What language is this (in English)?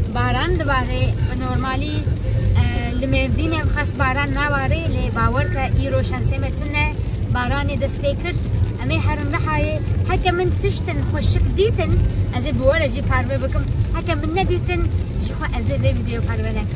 Kurdish